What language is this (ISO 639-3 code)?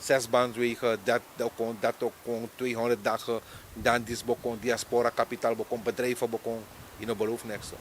srn